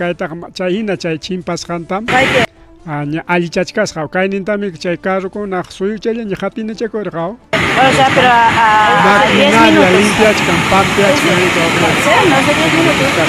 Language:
Ayacucho Quechua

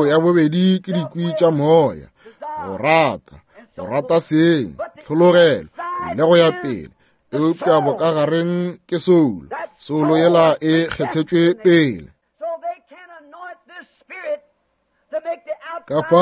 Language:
Northern Sotho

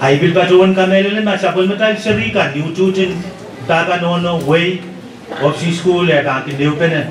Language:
Pohnpeian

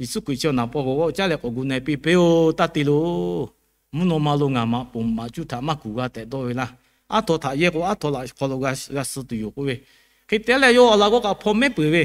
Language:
Lahu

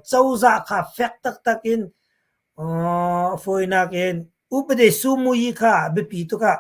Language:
Hakha Chin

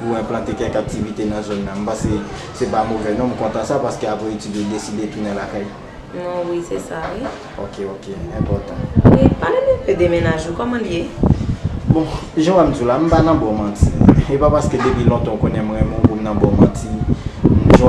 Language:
Haitian Creole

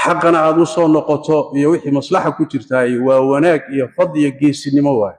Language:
Somali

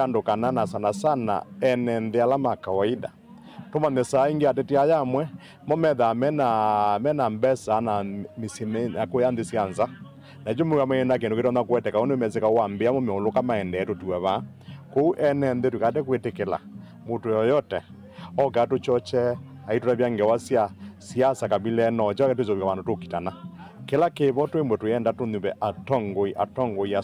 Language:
Kamba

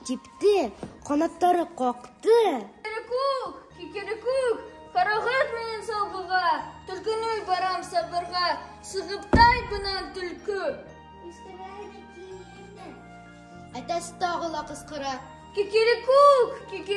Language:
Bashkir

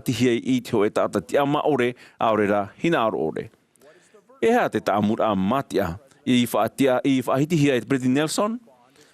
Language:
Tahitian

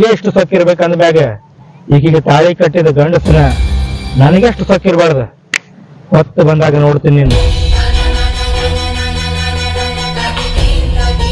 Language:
Kannada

